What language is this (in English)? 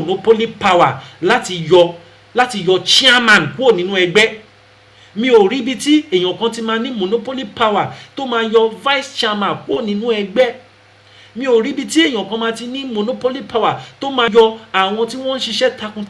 Yoruba